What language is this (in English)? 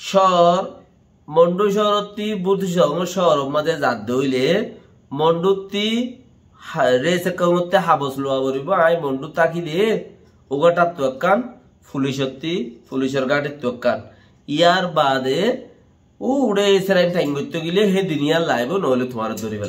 Rohingya